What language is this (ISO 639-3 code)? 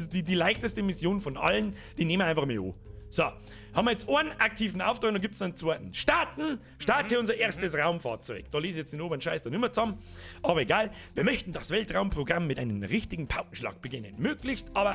bar